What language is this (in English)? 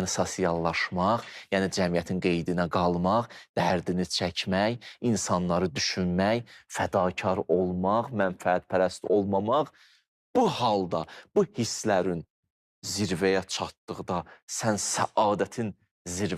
Azerbaijani